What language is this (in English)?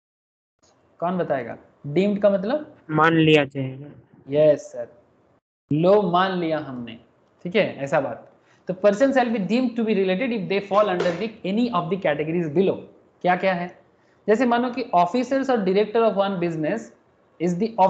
Hindi